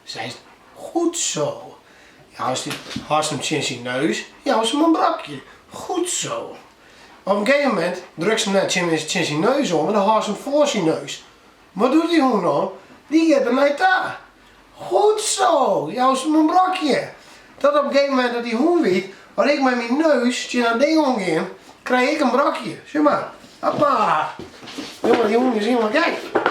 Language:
Western Frisian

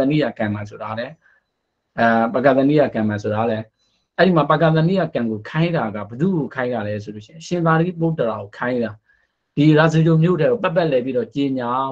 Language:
Burmese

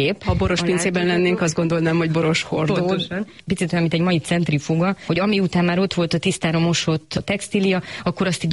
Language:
Hungarian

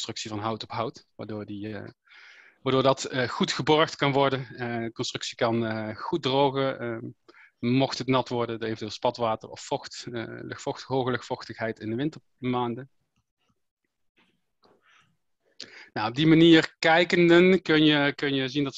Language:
Dutch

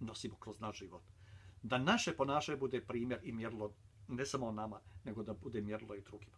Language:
Bosnian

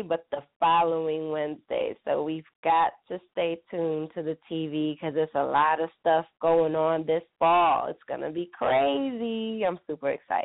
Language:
English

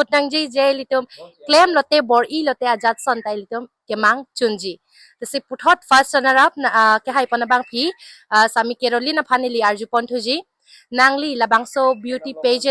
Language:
Karbi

